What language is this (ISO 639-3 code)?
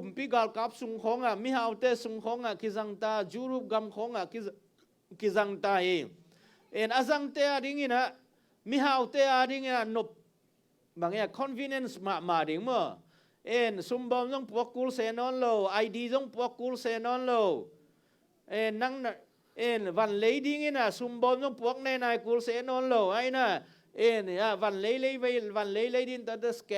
ctd